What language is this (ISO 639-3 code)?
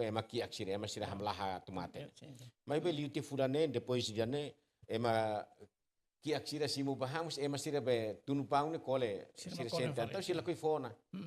tet